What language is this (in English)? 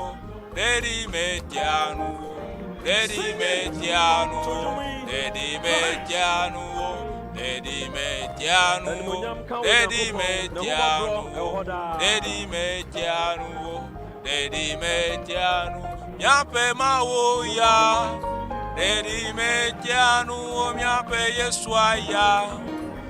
Ewe